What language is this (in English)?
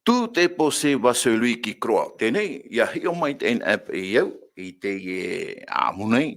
Tahitian